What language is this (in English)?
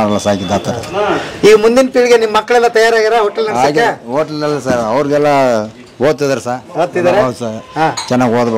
Kannada